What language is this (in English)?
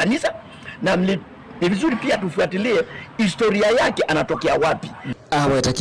Kamba